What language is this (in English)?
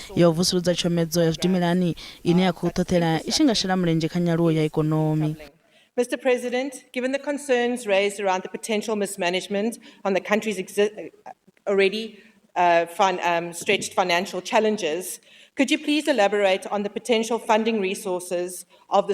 Venda